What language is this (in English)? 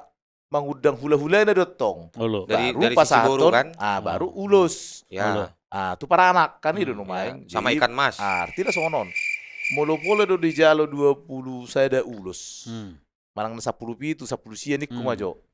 Batak Toba